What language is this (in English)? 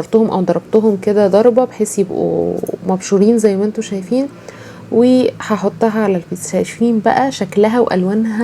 Egyptian Arabic